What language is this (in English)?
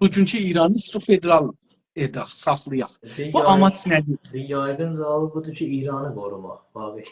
South Azerbaijani